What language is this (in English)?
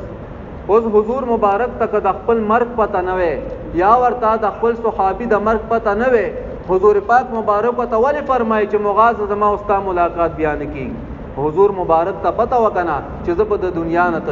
Pashto